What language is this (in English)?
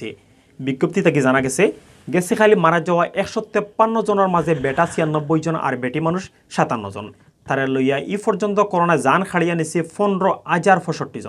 Sylheti